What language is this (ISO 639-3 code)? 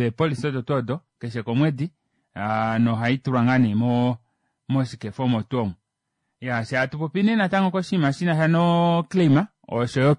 kua